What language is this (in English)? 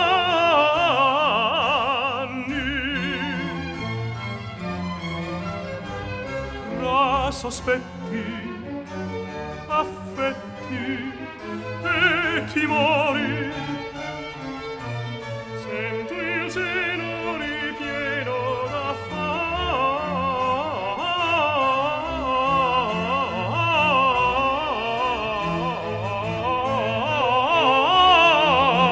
Italian